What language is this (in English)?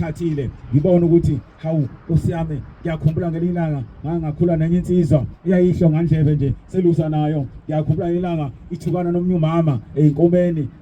Zulu